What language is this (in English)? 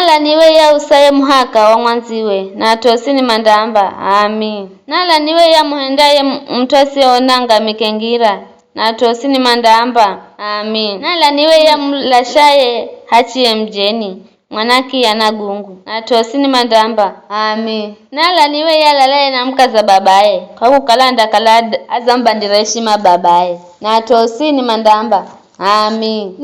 Giryama